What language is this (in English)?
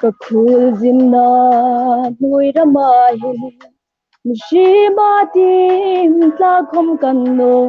Hmar